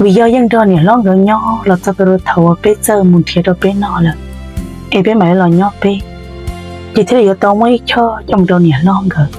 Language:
Hmong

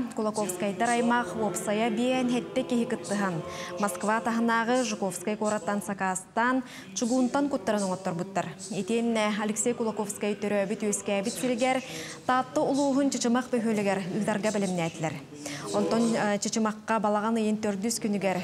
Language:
Yakut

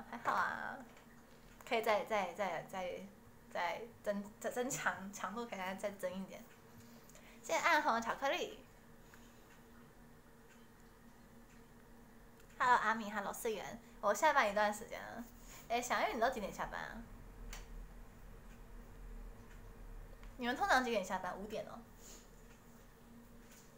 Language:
Chinese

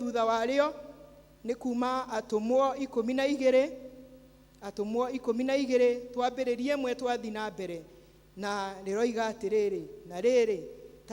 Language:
Kikuyu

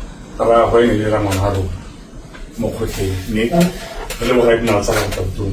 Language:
Tswana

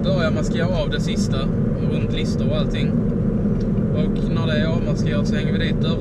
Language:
Swedish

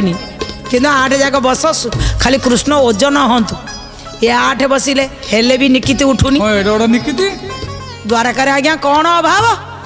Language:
Odia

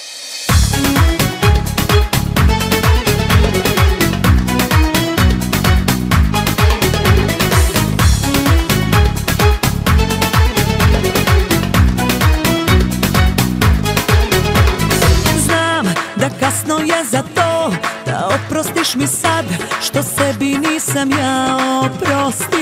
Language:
Serbian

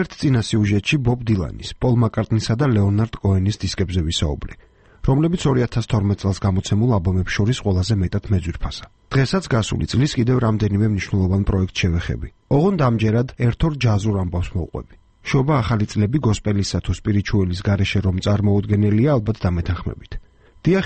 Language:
Georgian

